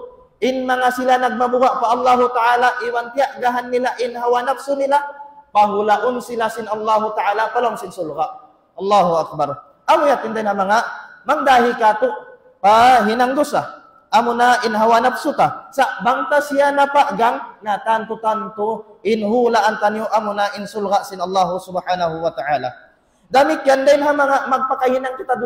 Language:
Tausug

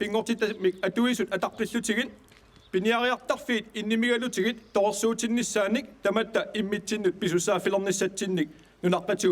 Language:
Kalaallisut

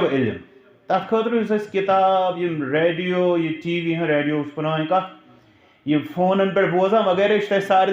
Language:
Kashmiri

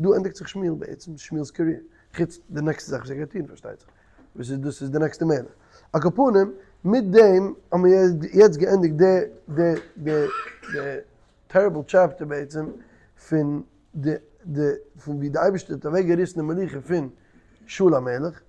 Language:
Yiddish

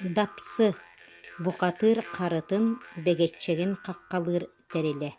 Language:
Yakut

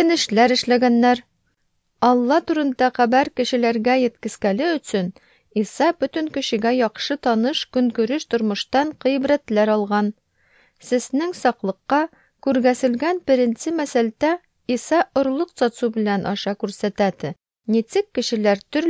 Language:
Tatar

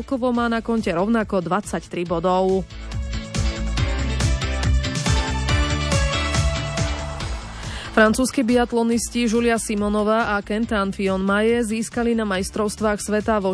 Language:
Slovak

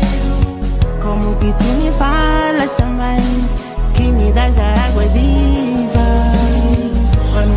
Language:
Portuguese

